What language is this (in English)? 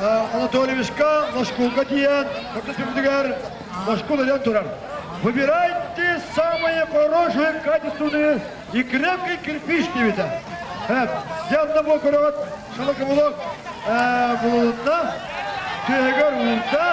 Yakut